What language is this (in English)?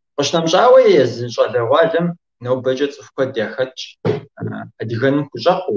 Kabardian